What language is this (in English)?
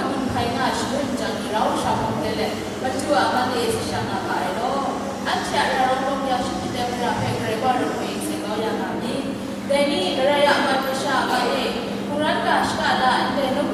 Kachin